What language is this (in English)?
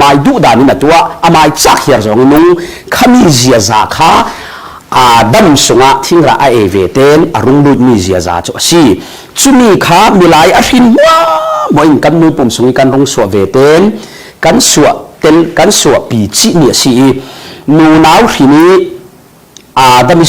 Falam Chin